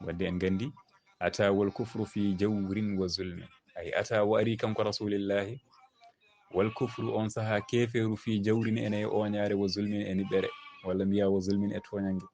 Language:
Fula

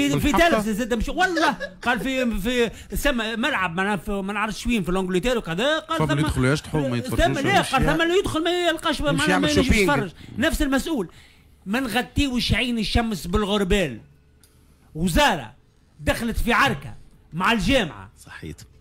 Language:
Tunisian Arabic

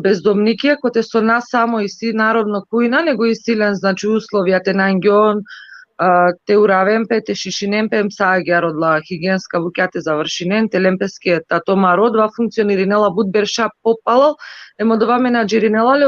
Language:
Balkan Romani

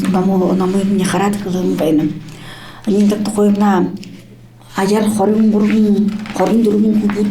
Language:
Buriat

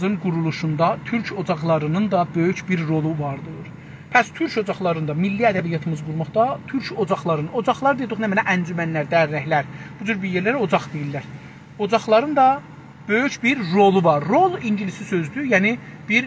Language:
South Azerbaijani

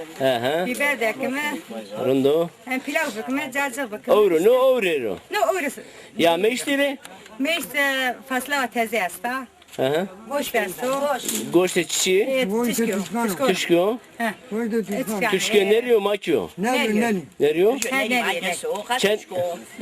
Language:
Zaza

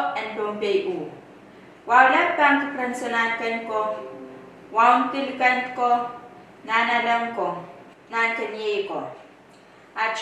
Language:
Pohnpeian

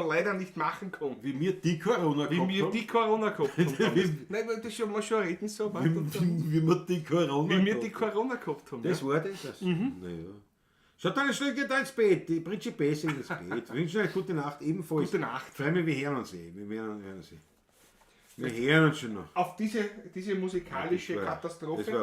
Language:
Bavarian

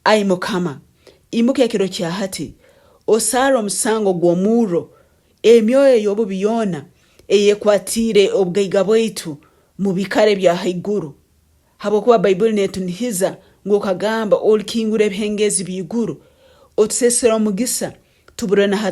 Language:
Nyoro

